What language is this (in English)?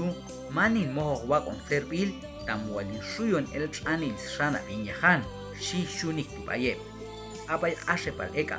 Q'anjob'al